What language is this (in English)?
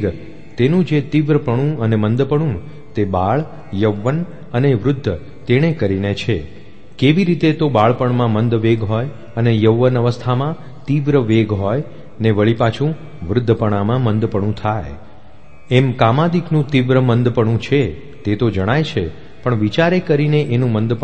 Gujarati